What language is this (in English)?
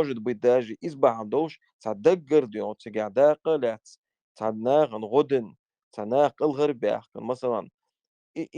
Chechen